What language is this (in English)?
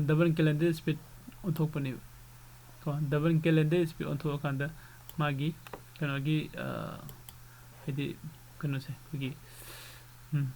Manipuri